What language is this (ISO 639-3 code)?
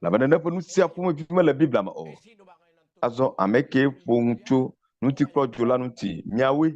ewe